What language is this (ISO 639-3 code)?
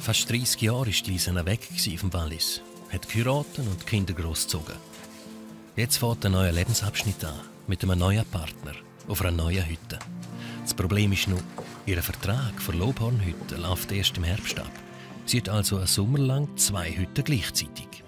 gsw